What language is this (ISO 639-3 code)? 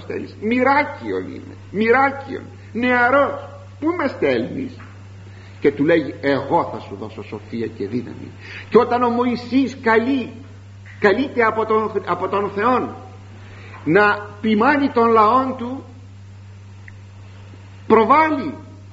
ell